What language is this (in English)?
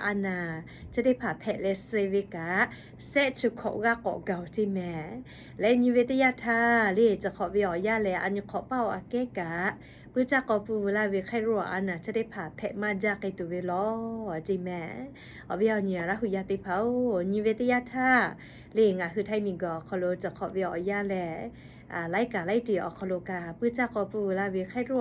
Lahu